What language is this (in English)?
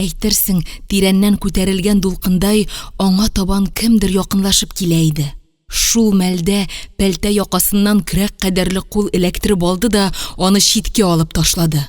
Tatar